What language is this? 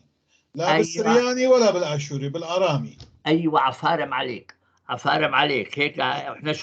North Levantine Arabic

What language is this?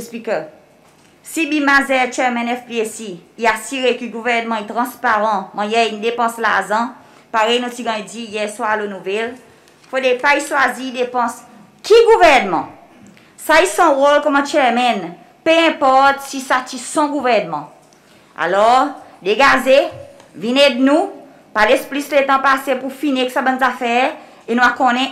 Seselwa Creole French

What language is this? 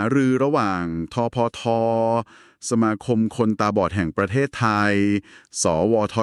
Thai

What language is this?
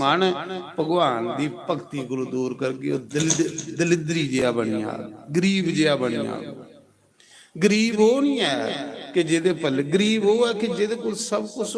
Dogri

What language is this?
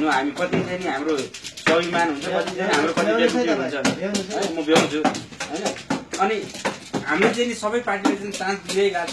Nepali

